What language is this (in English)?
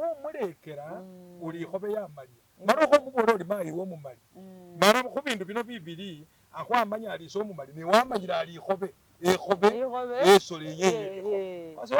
Masaaba